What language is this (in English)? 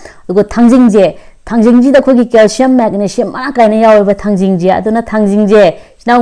Manipuri